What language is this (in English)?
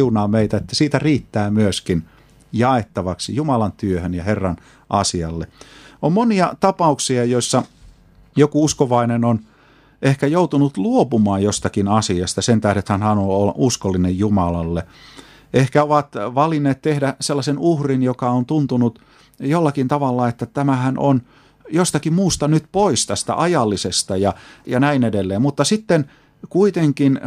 Finnish